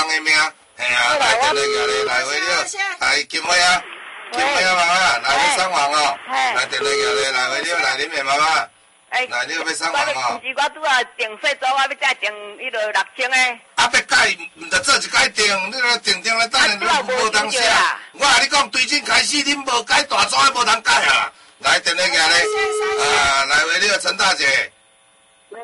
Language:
Min Nan Chinese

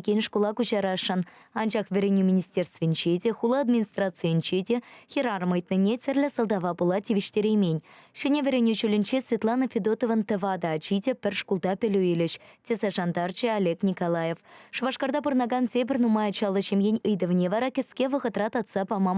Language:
Chuvash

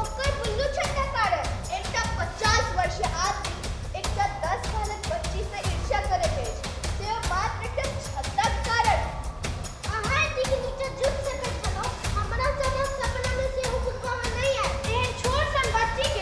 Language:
Maithili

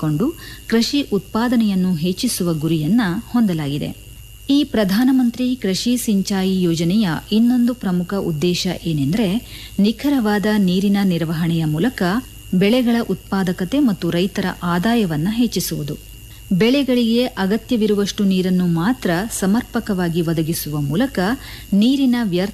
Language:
Kannada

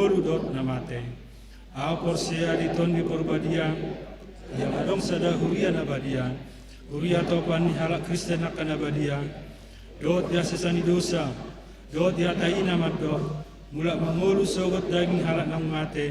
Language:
Batak Toba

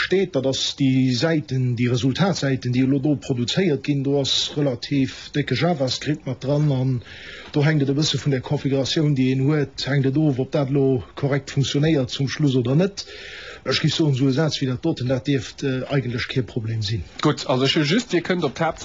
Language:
Luxembourgish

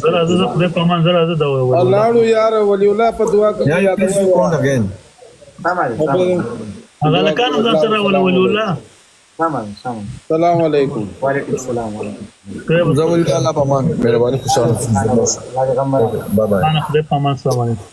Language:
Pashto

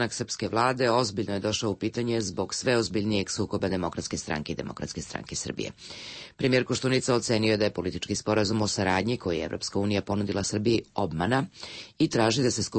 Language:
Serbian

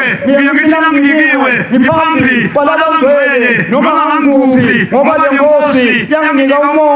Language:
Zulu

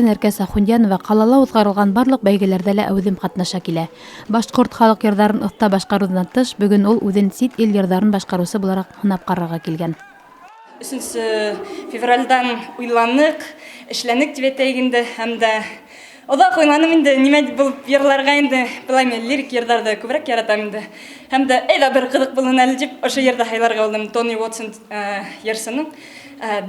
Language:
Bashkir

